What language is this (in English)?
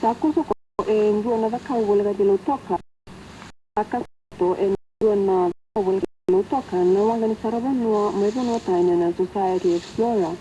Fijian